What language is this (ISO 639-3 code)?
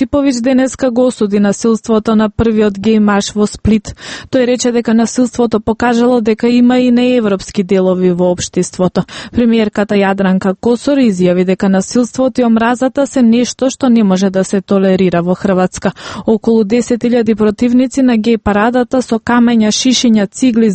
mkd